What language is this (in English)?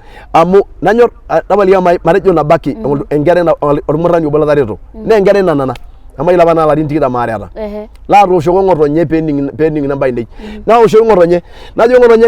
Masai